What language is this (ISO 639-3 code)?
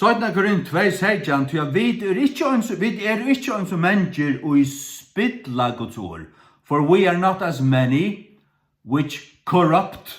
fao